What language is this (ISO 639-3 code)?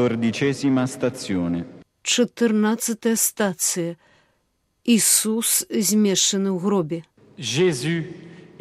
bel